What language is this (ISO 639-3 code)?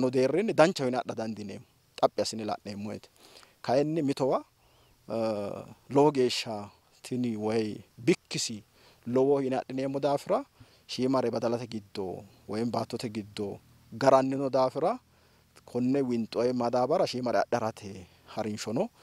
sid